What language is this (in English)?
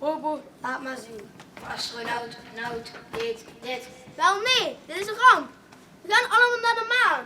Limburgish